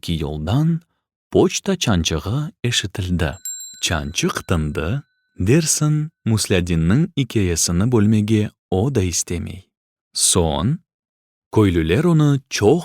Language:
Crimean Tatar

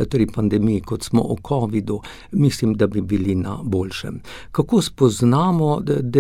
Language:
Slovenian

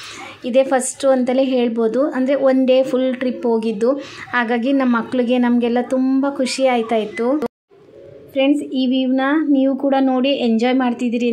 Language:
Kannada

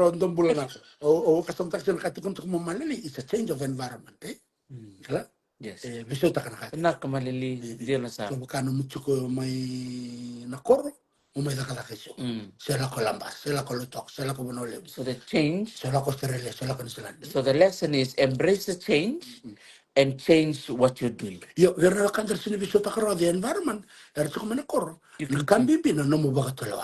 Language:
Fijian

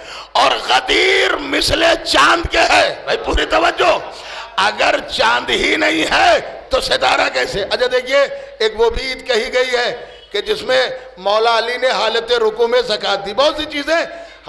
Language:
Urdu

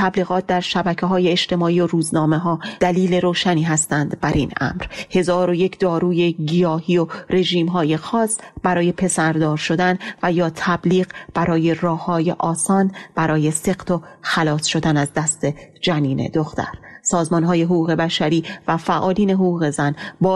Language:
Persian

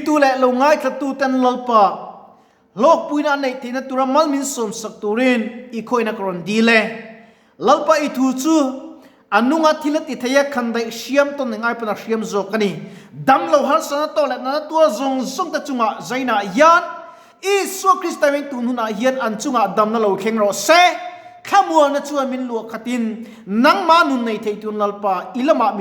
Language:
Mizo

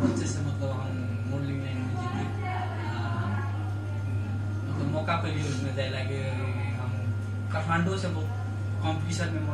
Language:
Maithili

